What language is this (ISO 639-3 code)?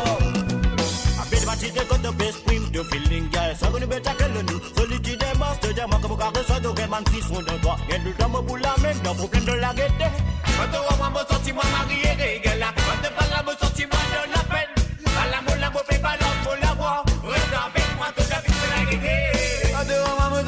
mfe